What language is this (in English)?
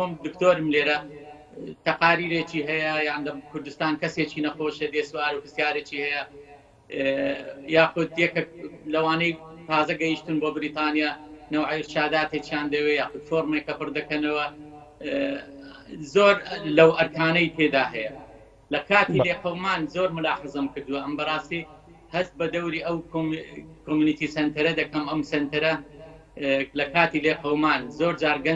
Central Kurdish